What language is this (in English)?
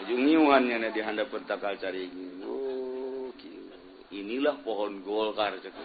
Sundanese